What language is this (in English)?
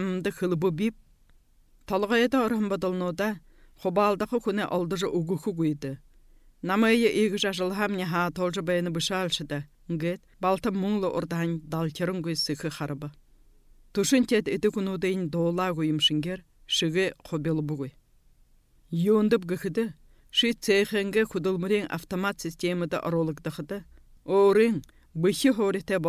Buriat